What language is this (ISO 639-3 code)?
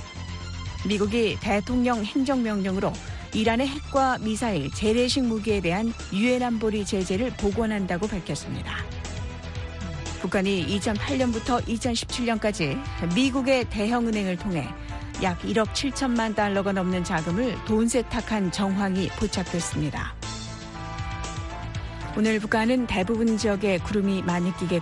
kor